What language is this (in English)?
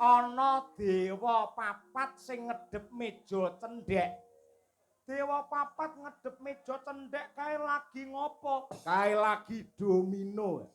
Javanese